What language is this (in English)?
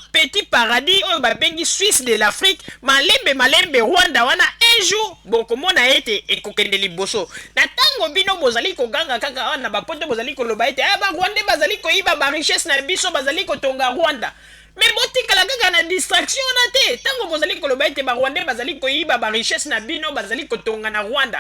Lingala